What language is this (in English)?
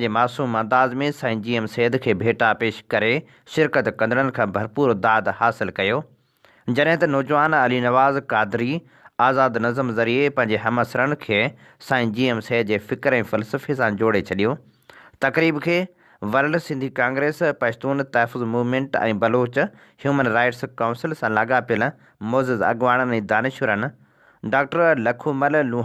Sindhi